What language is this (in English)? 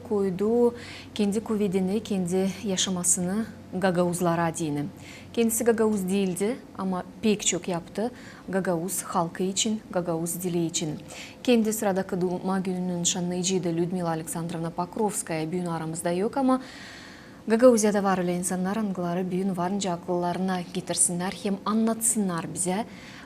Gagauz